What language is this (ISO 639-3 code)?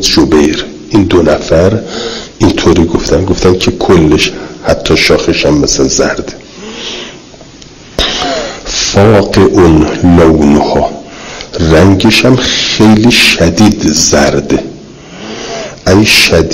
fas